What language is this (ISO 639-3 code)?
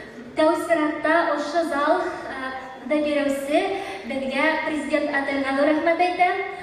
bak